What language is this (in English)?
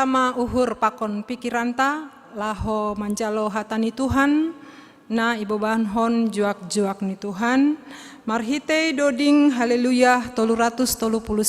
Batak Simalungun